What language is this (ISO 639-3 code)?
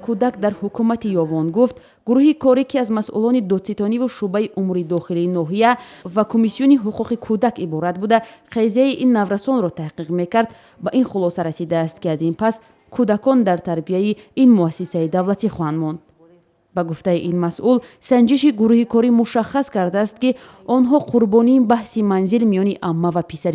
tgk